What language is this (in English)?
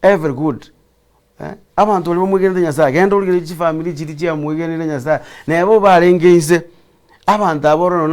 Gusii